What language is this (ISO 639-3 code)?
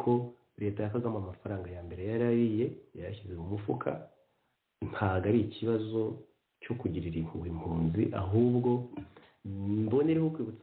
kin